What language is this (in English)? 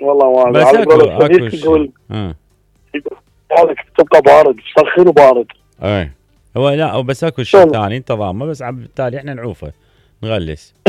Mesopotamian Arabic